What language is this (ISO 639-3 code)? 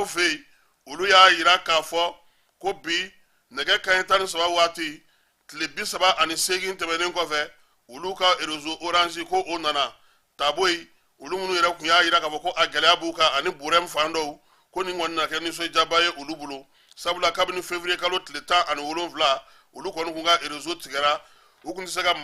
bam